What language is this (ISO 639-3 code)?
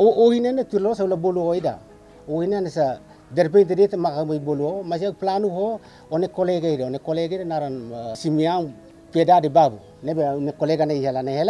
tet